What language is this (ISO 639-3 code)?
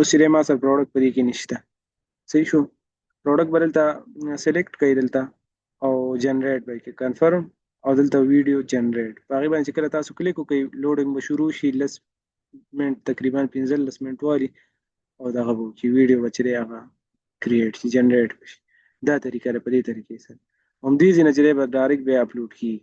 pus